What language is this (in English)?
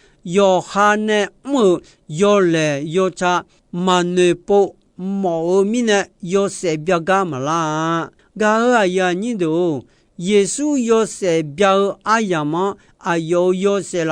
Akha